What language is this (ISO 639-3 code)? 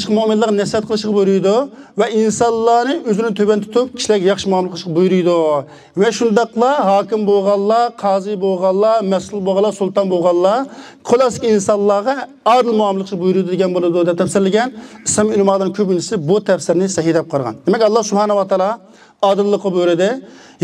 uig